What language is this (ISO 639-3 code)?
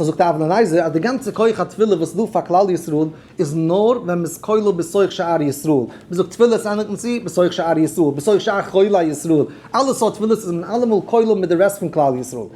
yid